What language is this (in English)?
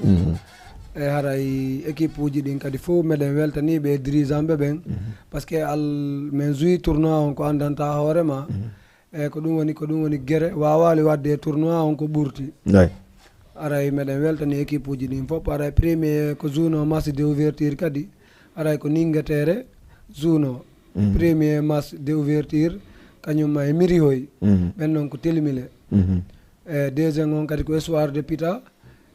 Fula